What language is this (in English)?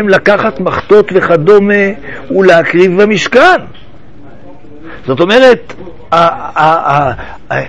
Hebrew